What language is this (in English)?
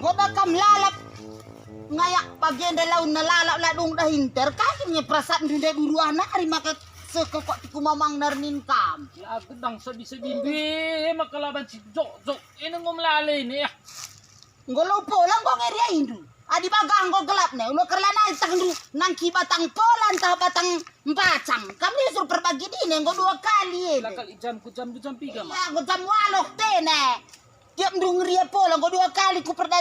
Batak Karo